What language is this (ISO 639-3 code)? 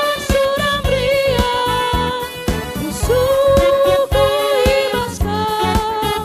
btx